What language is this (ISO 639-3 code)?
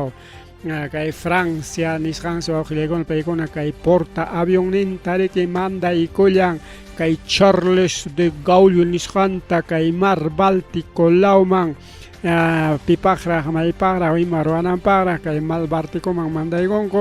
quy